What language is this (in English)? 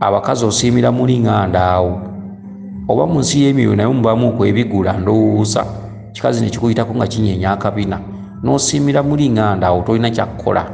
Ganda